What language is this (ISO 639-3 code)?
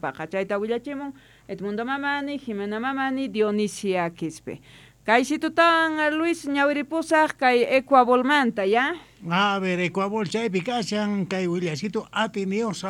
quh